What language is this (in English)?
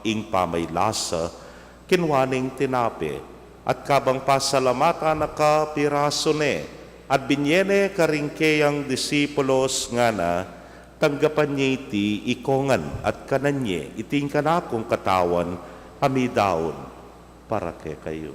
Pampanga